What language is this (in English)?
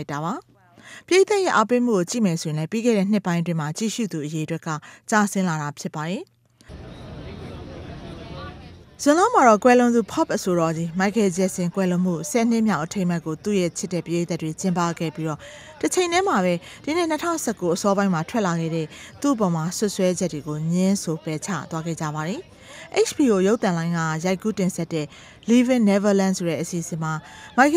Burmese